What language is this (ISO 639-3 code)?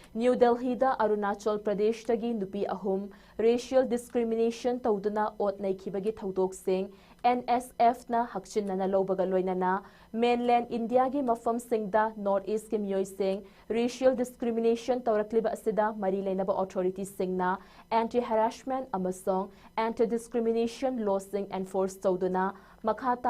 mni